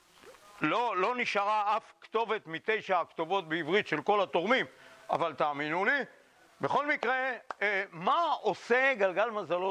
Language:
Hebrew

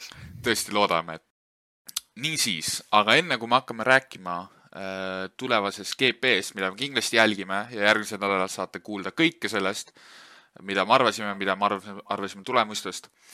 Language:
Estonian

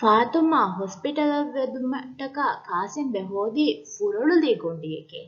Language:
Divehi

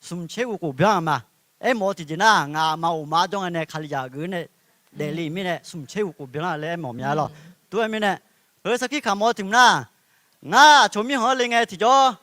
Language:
Akha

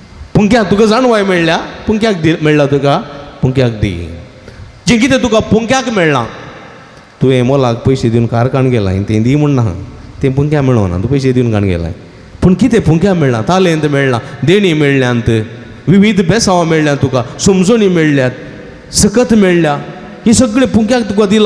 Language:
Konkani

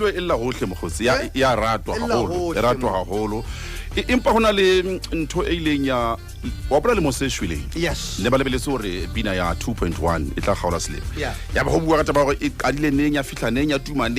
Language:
Southern Sotho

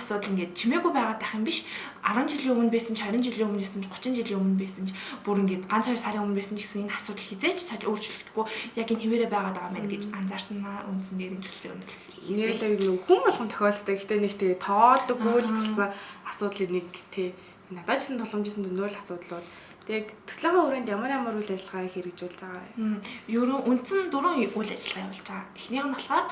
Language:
Mongolian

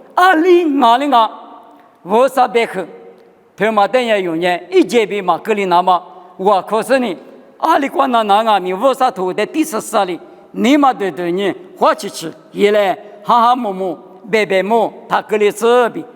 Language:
Lisu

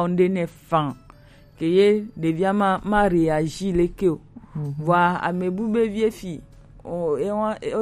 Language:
Gen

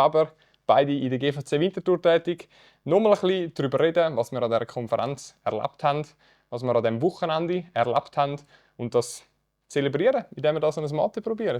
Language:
Swiss German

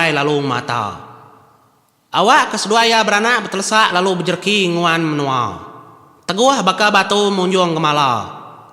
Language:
Iban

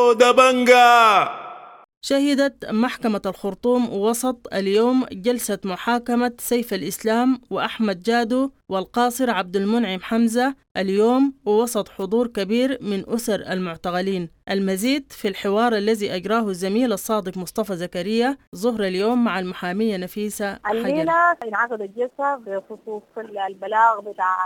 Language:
Sudanese Arabic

